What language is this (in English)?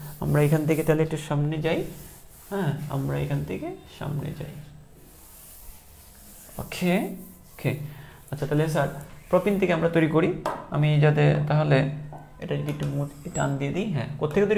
Bangla